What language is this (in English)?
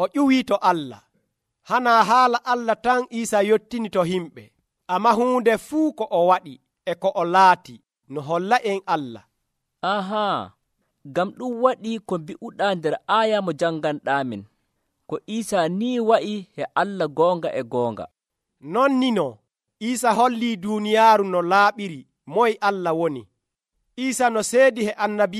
Nigerian Fulfulde